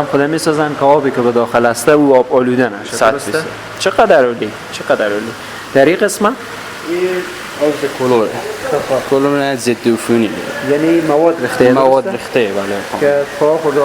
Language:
Persian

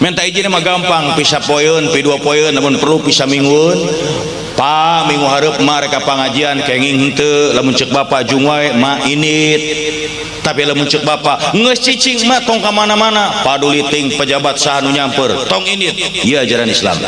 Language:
Sundanese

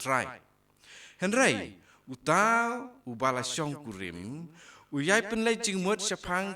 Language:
Khasi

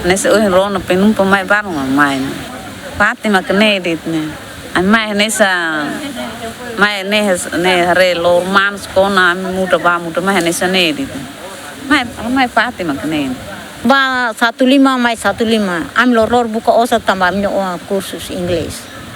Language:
Tetum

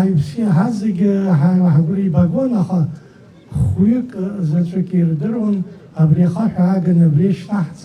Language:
Abkhazian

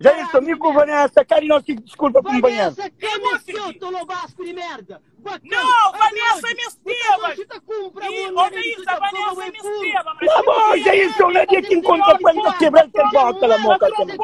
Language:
Kabuverdianu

